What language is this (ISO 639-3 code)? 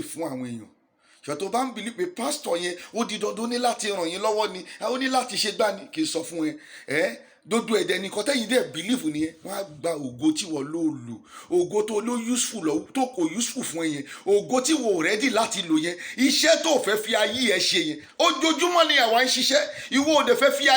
yor